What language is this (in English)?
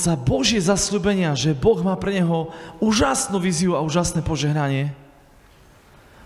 Slovak